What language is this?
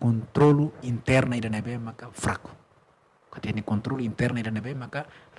Tetum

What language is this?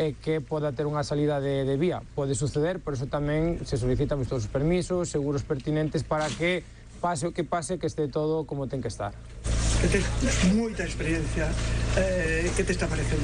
Galician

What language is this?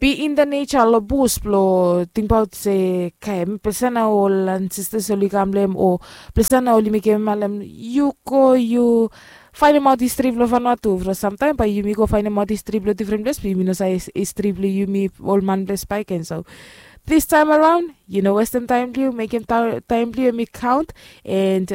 Bislama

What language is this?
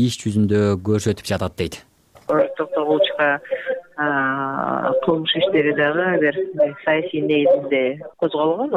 Kyrgyz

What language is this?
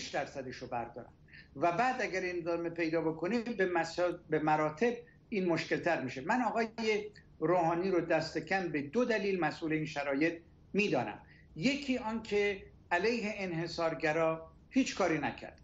Persian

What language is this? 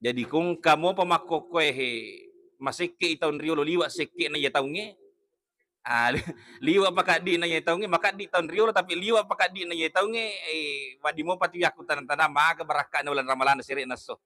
Buginese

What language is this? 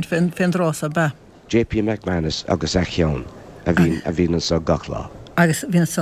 Irish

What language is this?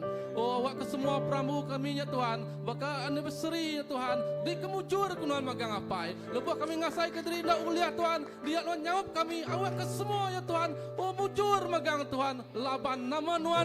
Iban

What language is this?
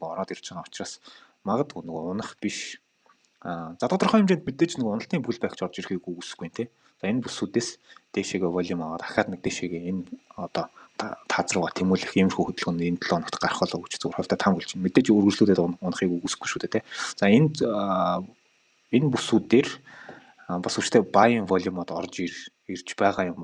Mongolian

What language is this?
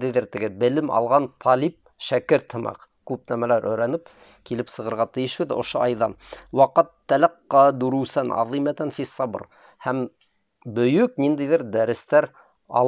Bashkir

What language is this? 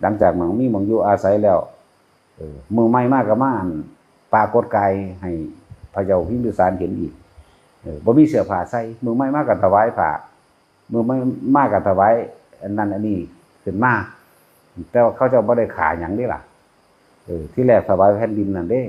Northeastern Thai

